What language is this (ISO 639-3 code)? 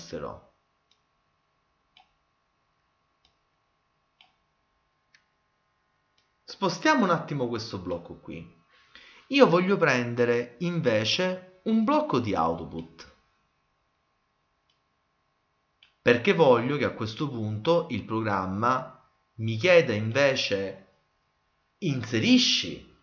ita